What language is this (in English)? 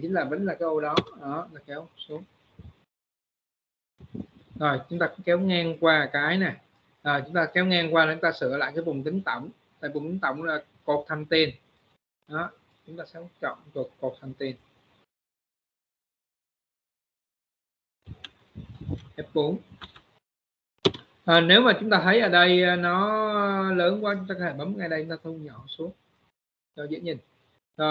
Vietnamese